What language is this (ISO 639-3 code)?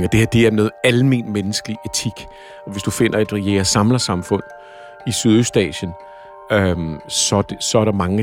dan